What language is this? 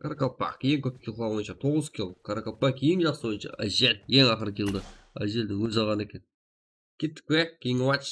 Kara-Kalpak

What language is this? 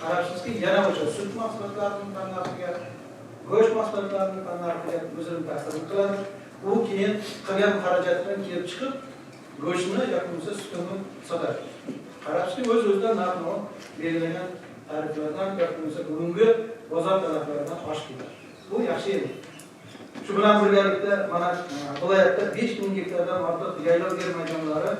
Uzbek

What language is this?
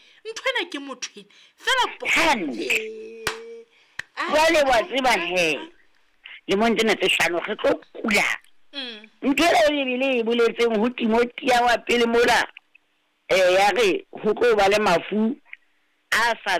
Southern Sotho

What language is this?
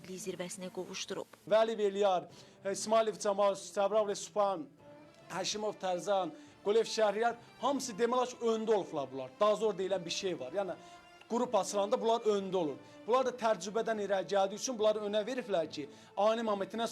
Azerbaijani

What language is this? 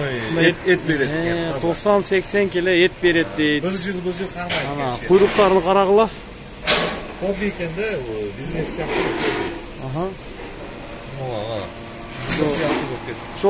Kyrgyz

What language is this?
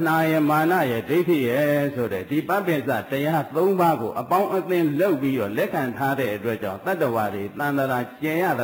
Burmese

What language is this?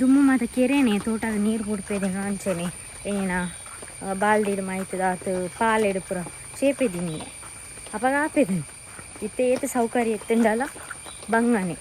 Tulu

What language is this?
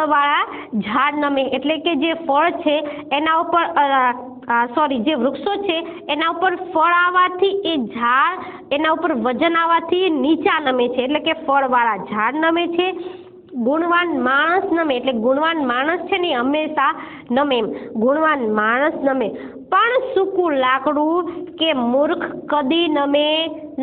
Gujarati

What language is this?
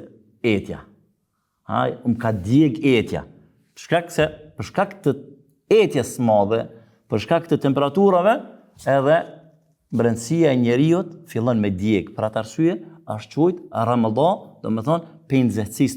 Albanian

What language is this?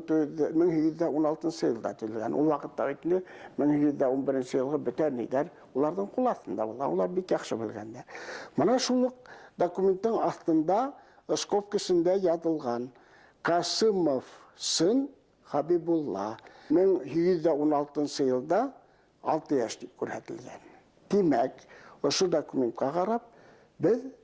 Bashkir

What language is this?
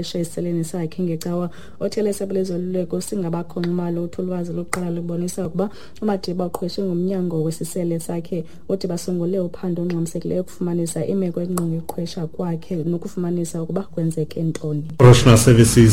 Xhosa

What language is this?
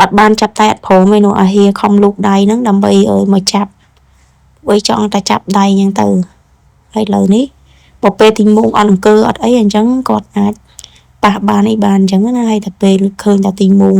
Khmer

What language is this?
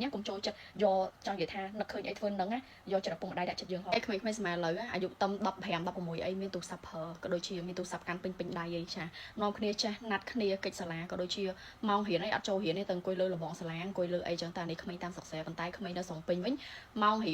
Khmer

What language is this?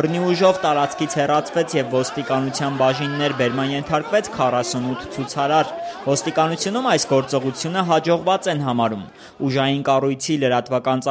Armenian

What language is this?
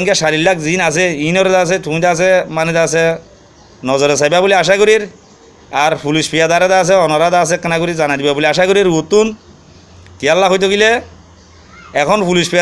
Rohingya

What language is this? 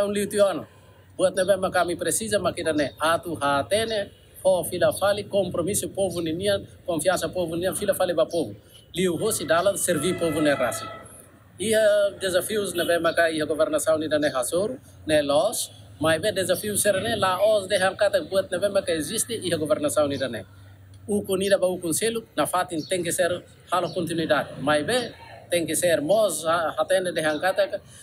Tetum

